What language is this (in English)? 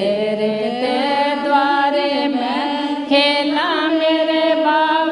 Dogri